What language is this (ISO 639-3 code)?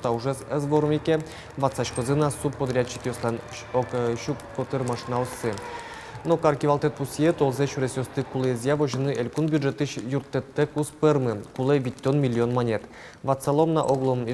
udm